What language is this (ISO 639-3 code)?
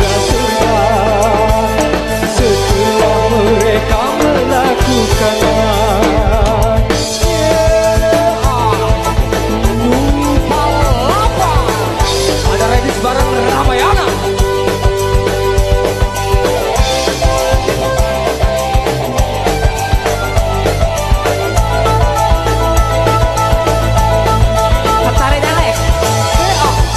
ind